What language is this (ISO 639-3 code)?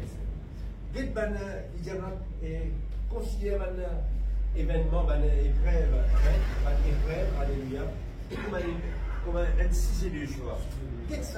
mfe